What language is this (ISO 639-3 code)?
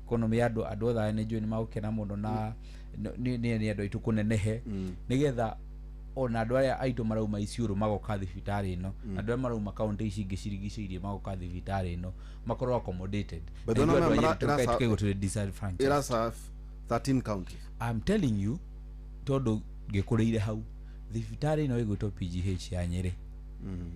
kik